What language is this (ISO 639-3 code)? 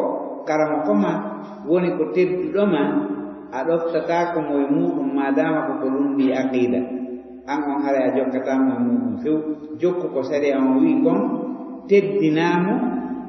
ful